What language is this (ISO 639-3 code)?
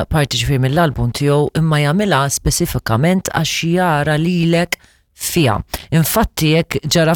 mlt